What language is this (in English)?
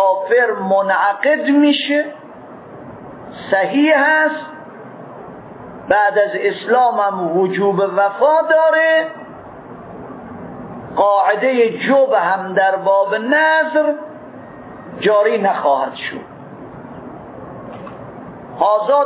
Persian